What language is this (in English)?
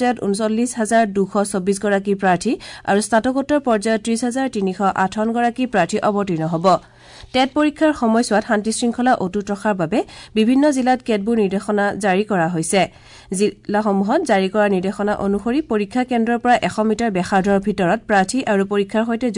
Assamese